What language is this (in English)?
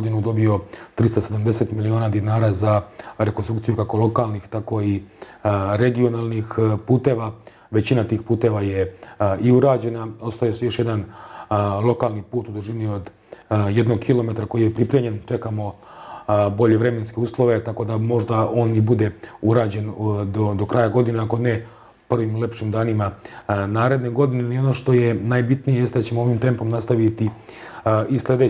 Serbian